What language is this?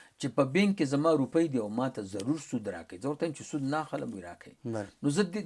Pashto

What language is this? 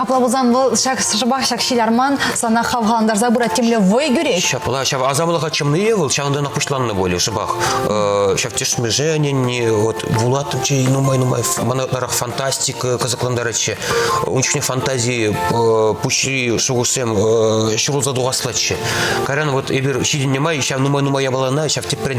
Chuvash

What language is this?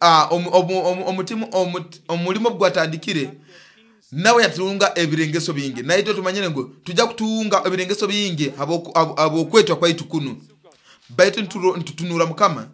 Nyoro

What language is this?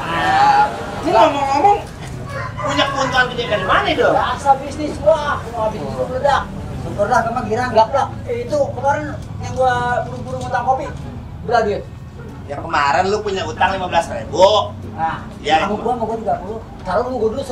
Betawi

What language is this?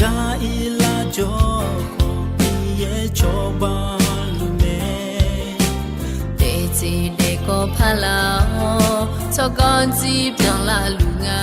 Akha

